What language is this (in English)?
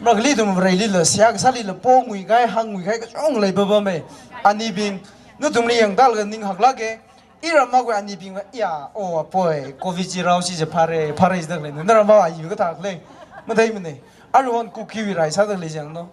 Tangkhul Naga (India)